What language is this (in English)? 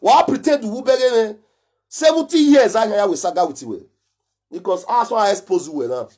Nigerian Pidgin